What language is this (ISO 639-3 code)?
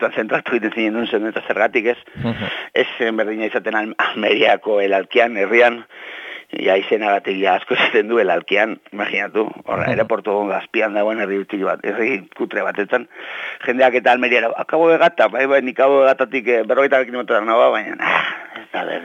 eus